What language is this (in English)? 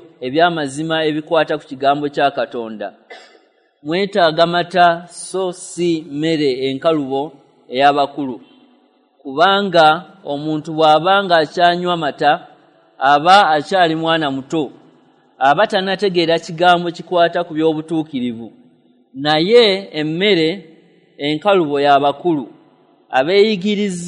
Ganda